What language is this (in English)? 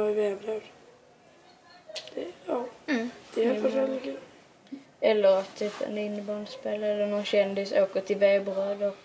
Swedish